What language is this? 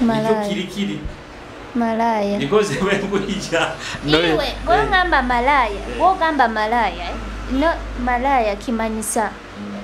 Nyoro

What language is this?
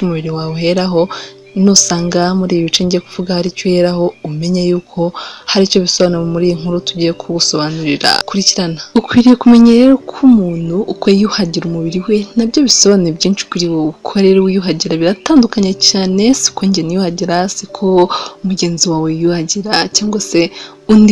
Kinyarwanda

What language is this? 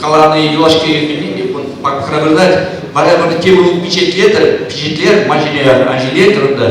Chuvash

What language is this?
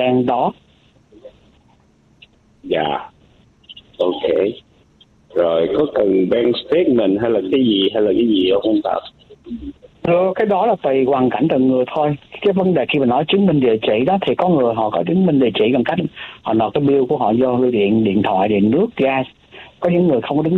Vietnamese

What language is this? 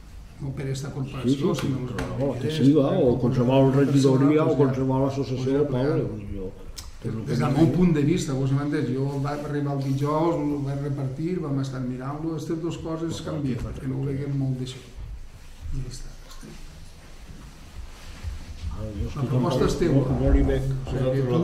Catalan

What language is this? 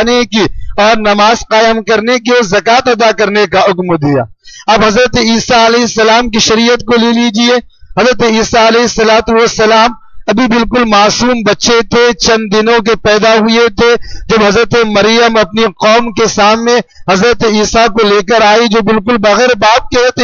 Urdu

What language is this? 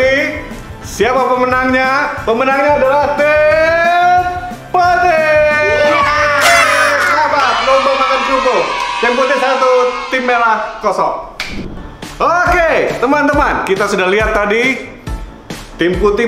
Indonesian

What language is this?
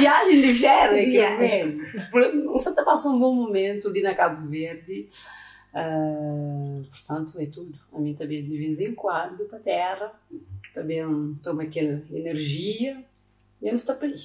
Kabuverdianu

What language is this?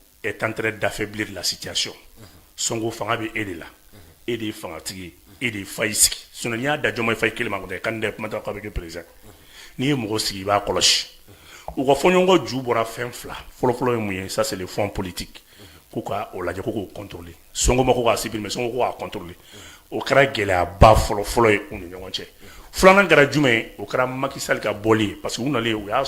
Bambara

